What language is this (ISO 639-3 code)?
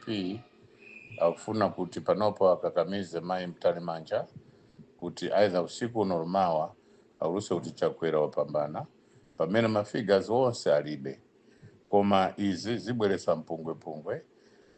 nya